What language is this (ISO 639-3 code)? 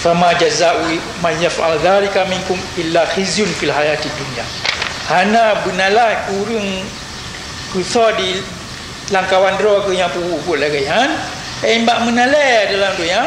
ace